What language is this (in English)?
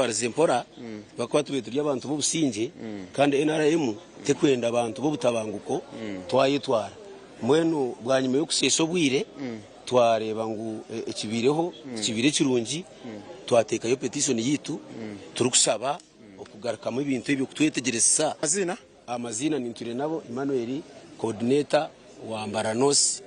Nyankole